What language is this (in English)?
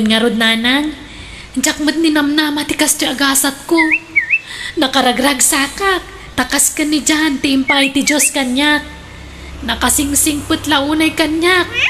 Iloko